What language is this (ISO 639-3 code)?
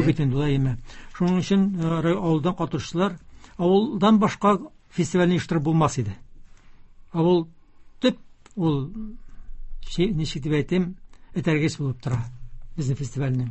tat